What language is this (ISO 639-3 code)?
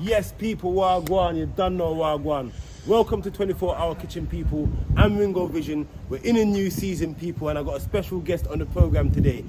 jam